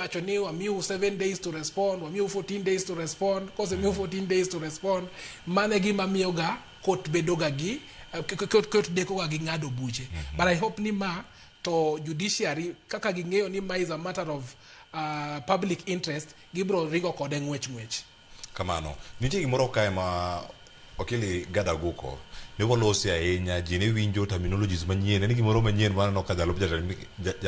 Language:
Luo (Kenya and Tanzania)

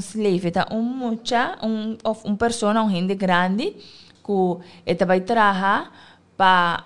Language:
Papiamento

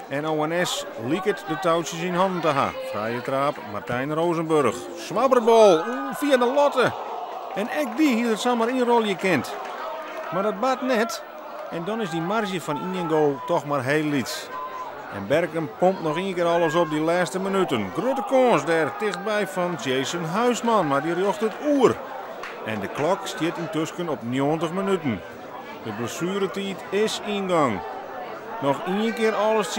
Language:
Western Frisian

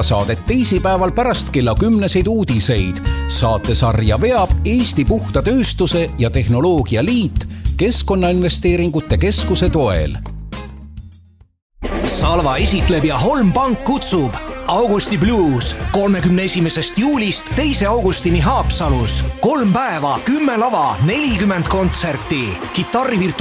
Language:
Estonian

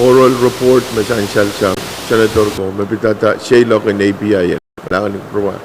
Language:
Pohnpeian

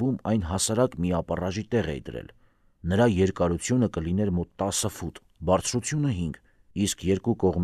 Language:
Armenian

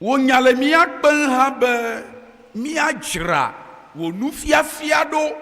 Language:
Ewe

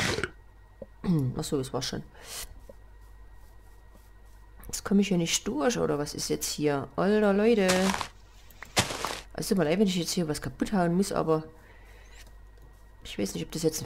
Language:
German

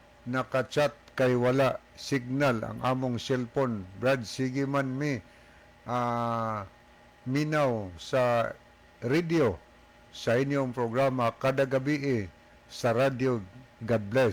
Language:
Cebuano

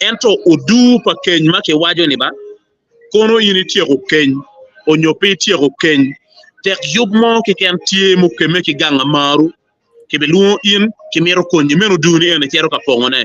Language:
Acoli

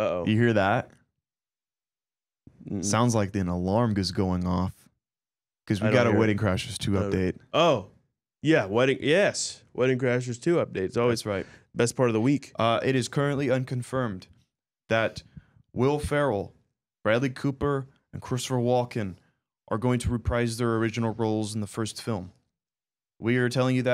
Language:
English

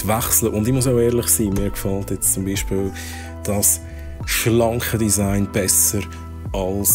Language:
Swiss German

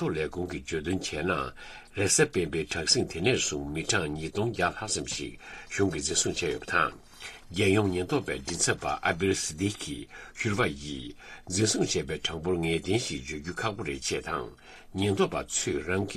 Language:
Tibetan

